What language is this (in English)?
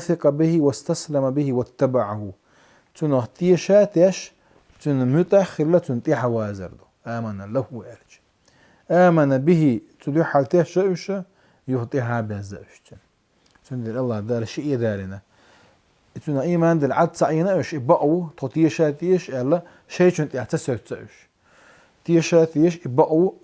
Chechen